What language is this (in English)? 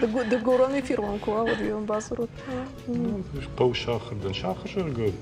Ossetic